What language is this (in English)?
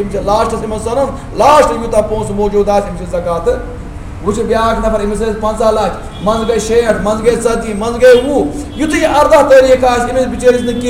Kashmiri